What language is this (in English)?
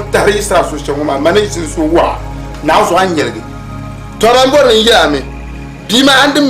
Dagbani